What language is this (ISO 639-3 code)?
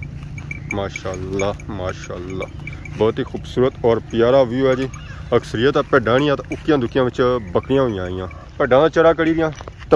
phr